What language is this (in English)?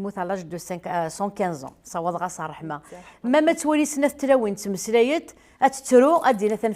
Kabyle